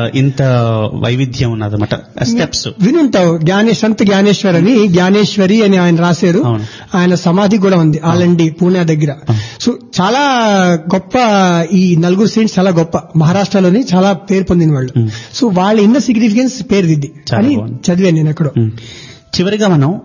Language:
Telugu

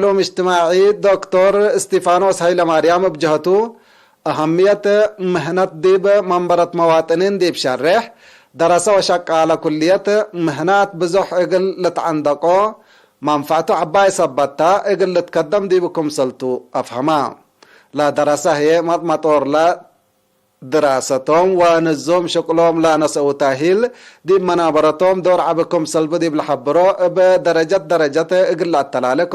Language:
Tigre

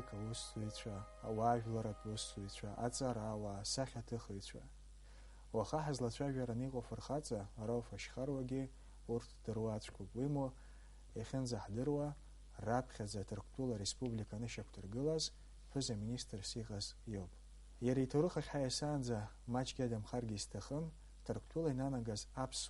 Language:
Abkhazian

